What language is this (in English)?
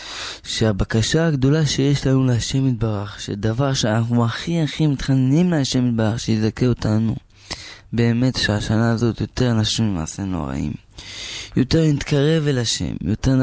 Hebrew